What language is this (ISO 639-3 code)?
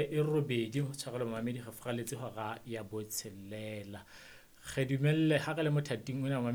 sot